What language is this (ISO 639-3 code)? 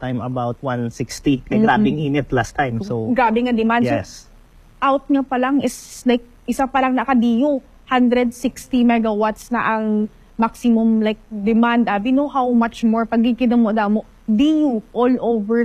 hil